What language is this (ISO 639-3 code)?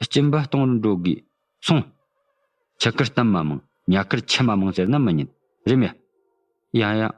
bod